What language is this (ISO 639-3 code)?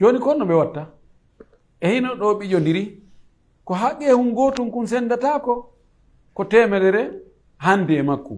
ful